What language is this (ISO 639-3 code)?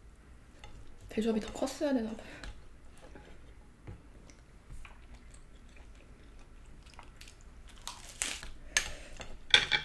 kor